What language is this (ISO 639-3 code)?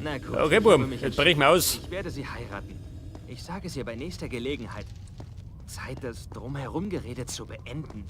bar